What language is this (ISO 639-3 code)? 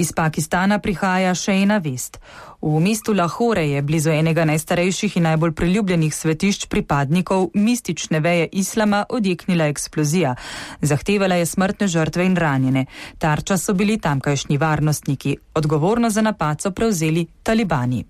slv